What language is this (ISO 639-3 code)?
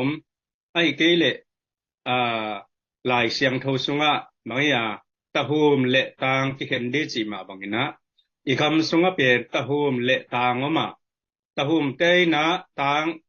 ctd